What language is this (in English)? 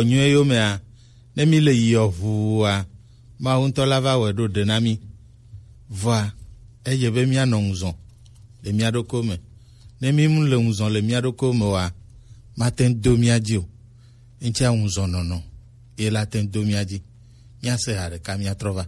Gen